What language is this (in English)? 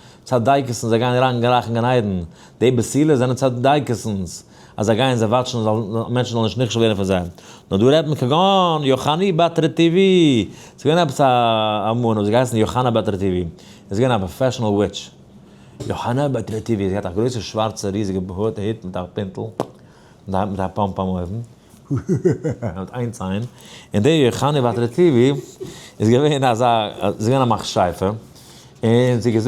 Yiddish